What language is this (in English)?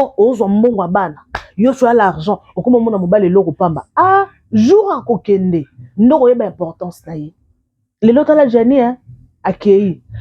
Lingala